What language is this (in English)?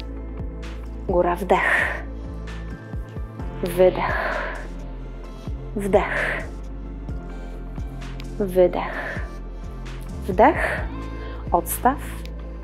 Polish